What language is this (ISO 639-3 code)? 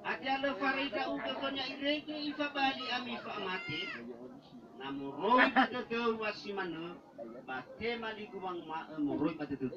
nia